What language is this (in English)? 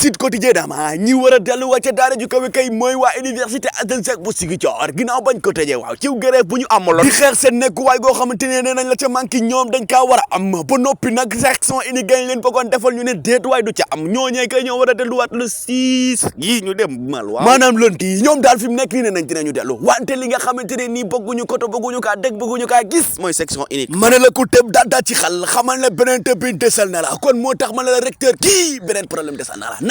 Wolof